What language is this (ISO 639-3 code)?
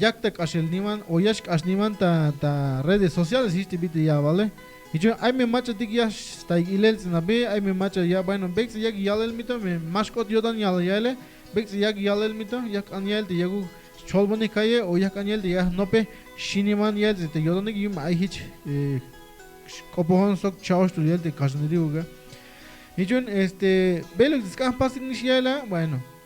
tzh